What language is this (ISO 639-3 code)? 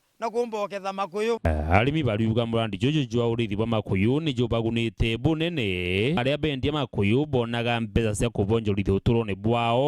mer